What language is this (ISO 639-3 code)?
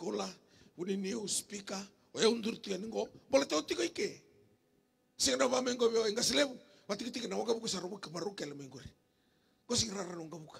fij